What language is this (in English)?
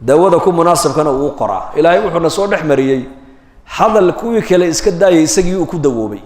Somali